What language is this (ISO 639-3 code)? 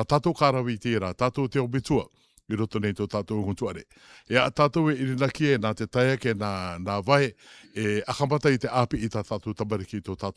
rar